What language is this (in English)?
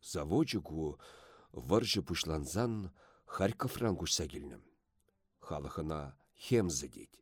Chuvash